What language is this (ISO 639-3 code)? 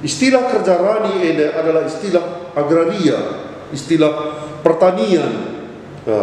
btx